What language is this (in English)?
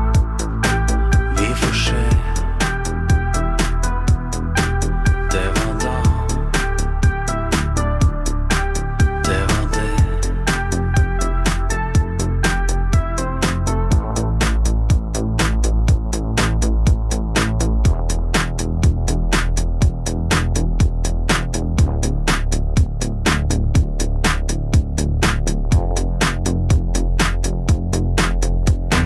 Norwegian